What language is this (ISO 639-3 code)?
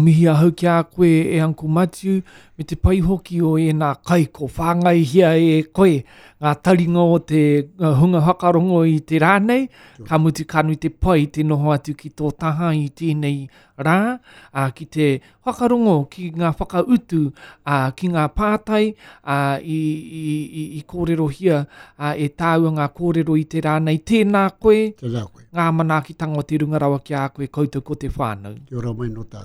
mri